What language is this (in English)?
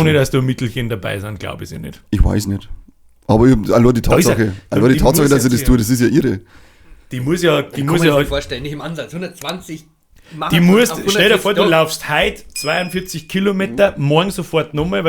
Bavarian